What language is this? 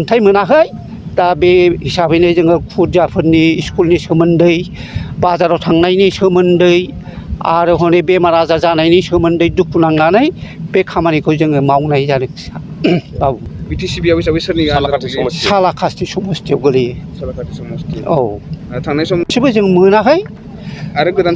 Bodo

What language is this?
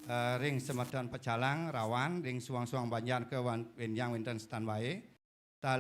Balinese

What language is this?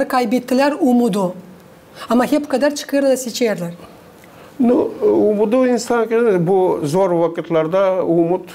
Gagauz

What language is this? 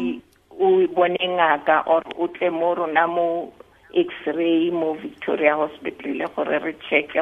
Tswana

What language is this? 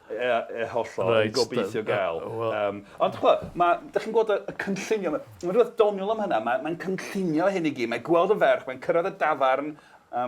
Welsh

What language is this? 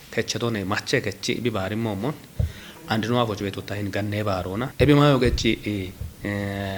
Kafa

